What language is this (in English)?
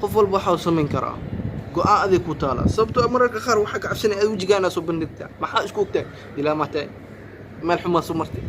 Somali